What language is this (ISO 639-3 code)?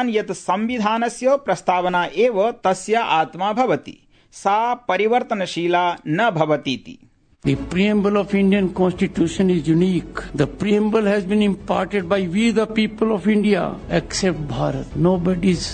san